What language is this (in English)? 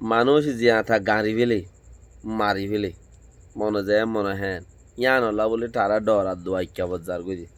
Rohingya